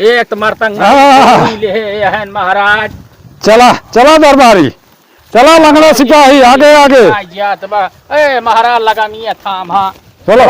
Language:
Awadhi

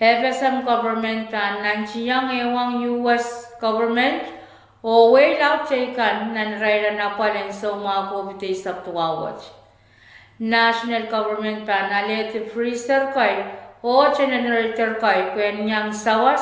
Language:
Pohnpeian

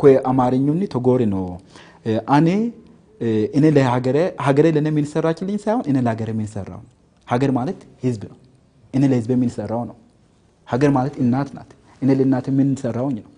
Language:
Sidamo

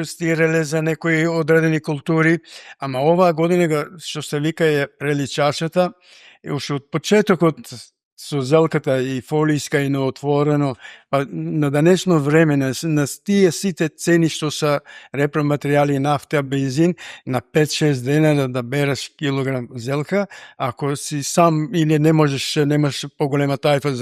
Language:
Macedonian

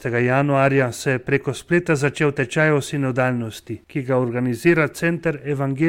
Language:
Slovenian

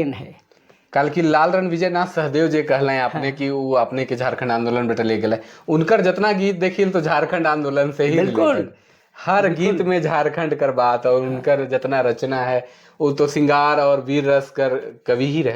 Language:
Sadri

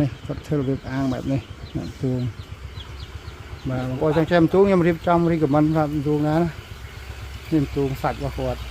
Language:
Khmer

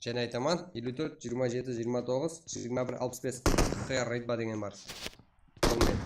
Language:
Kara-Kalpak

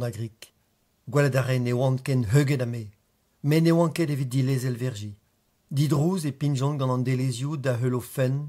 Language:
Breton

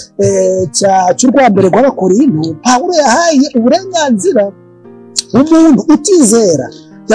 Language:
Kinyarwanda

